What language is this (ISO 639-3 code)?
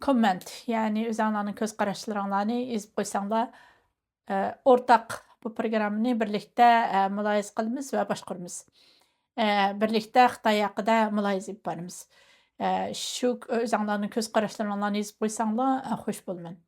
uig